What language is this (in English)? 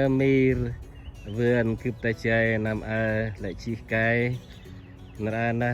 Central Mnong